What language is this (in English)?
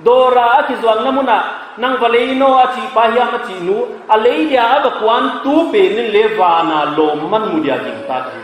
Paite Chin